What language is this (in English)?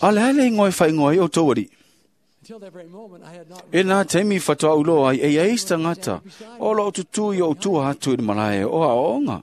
Samoan